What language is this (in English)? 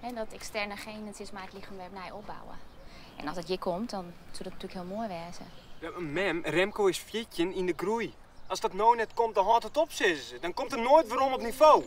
Western Frisian